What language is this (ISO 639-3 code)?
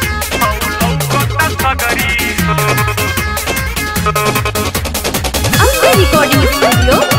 bho